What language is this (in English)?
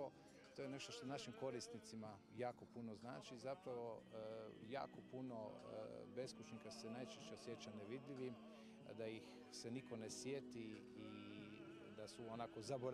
Croatian